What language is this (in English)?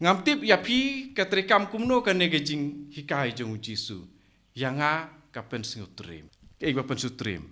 Khasi